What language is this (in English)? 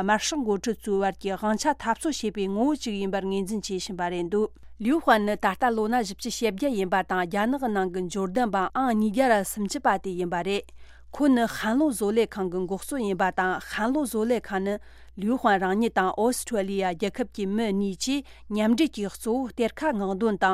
Tibetan